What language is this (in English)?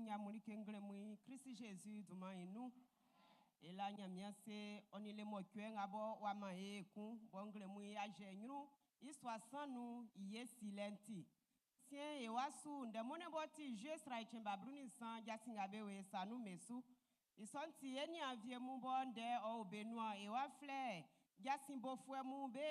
Baoulé